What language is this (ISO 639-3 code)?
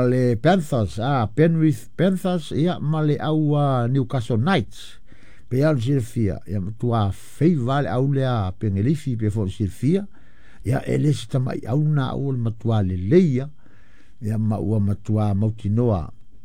smo